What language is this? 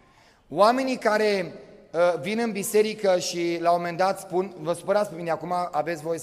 Romanian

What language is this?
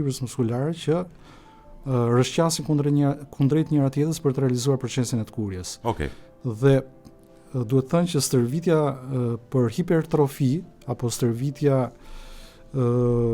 Albanian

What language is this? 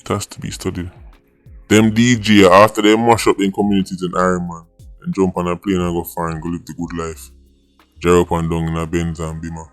Jamaican Creole English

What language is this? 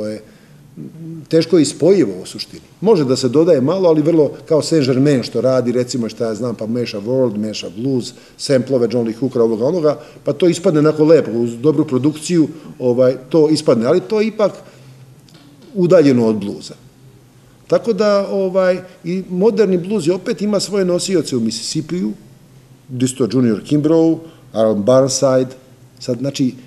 Serbian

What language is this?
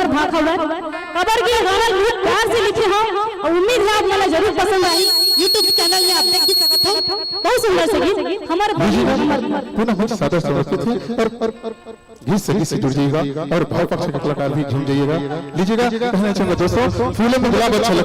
Chhattisgarhi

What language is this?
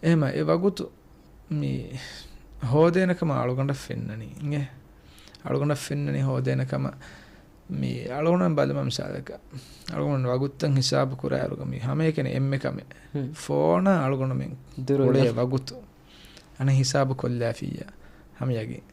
Divehi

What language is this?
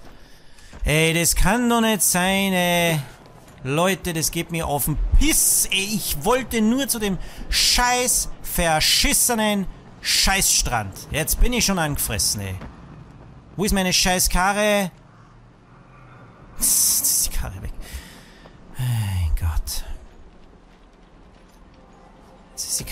German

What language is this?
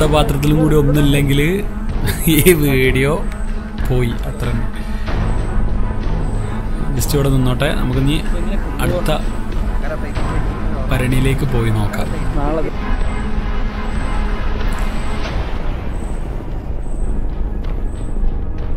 Malayalam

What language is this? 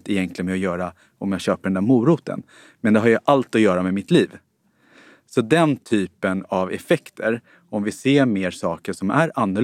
Swedish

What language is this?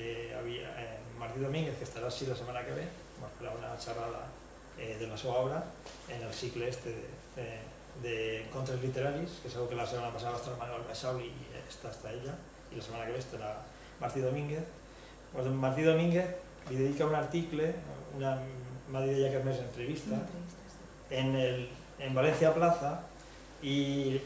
Catalan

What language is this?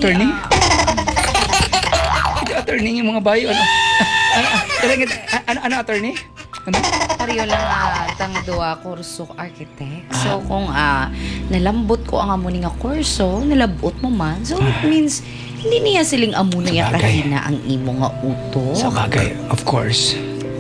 Hiligaynon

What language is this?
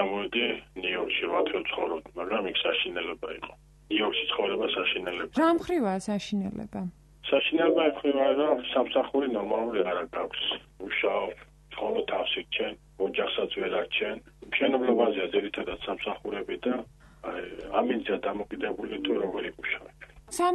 Georgian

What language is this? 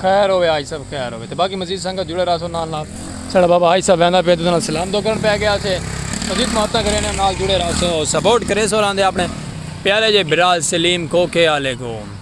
Saraiki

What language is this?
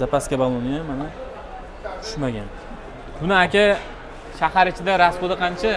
Uzbek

